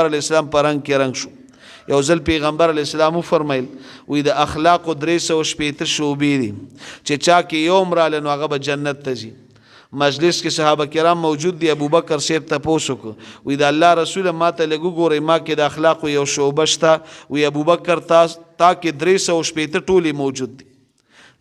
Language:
Pashto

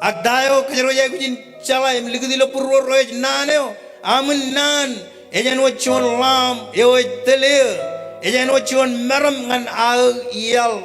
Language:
Marshallese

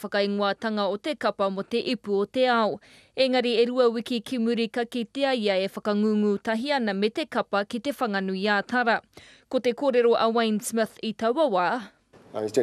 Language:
Māori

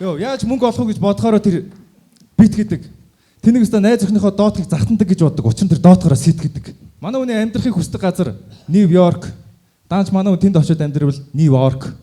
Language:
Mongolian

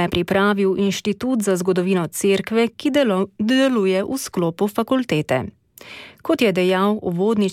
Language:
Slovenian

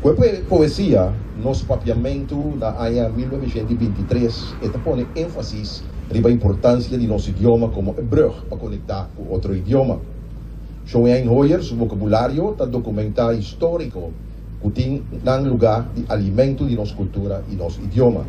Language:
Papiamento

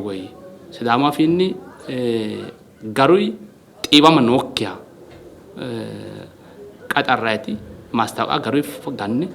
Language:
Sidamo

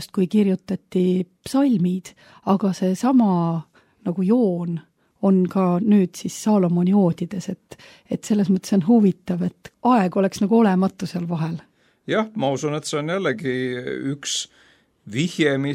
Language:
Estonian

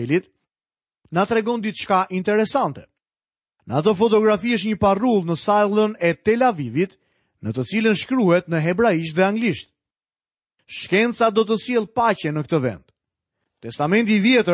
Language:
Albanian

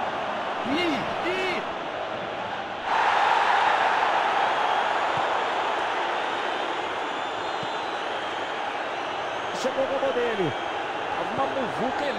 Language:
Portuguese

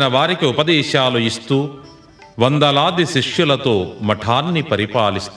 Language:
Telugu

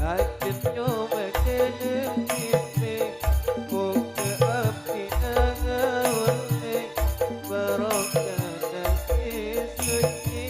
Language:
Madurese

